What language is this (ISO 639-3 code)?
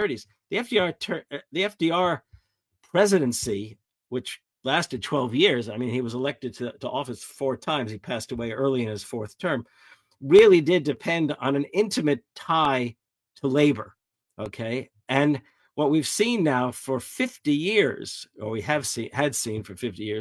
eng